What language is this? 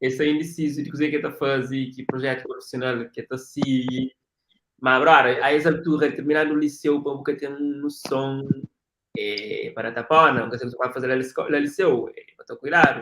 Kabuverdianu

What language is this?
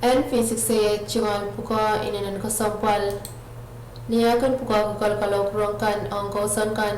Pohnpeian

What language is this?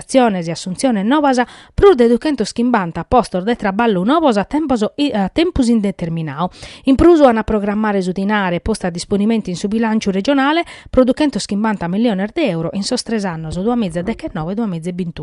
Sardinian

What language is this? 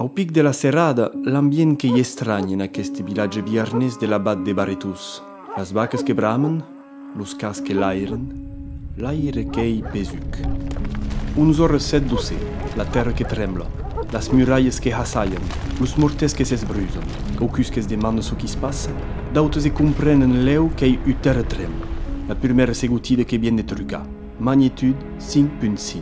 Occitan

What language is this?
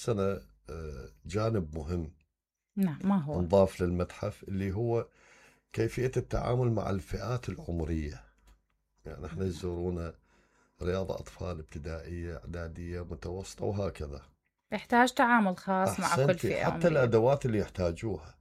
Mesopotamian Arabic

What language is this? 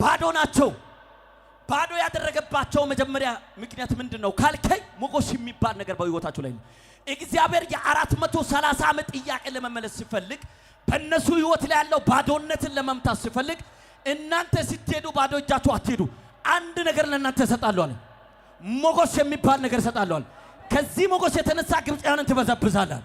Amharic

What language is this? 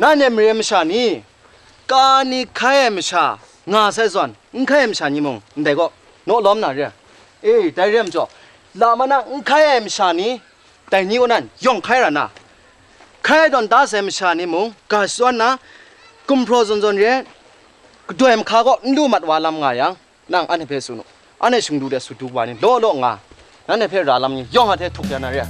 Kachin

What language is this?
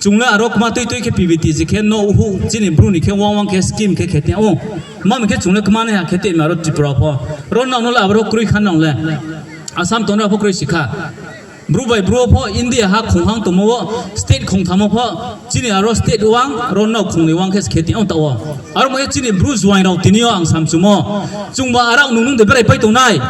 Riang (India)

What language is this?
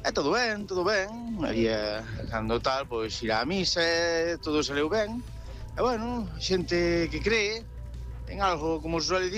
Galician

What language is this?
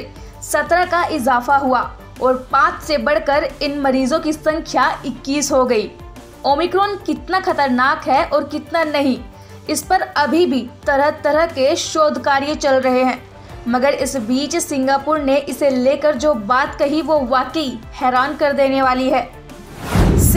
Hindi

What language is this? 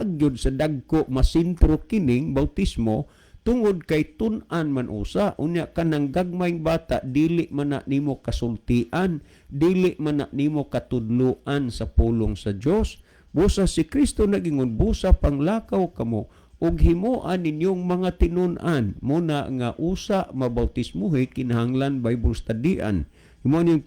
Cebuano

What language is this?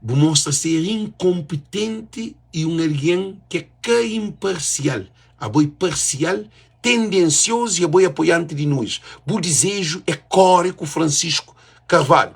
Kabuverdianu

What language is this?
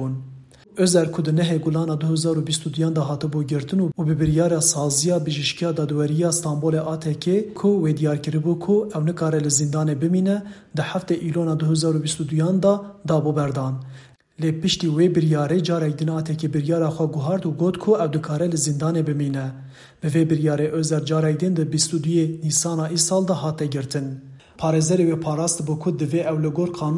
Kurdish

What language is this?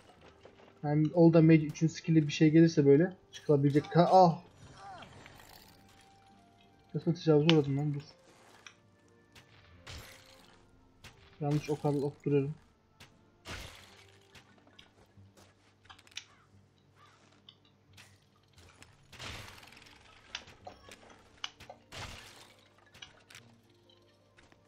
Turkish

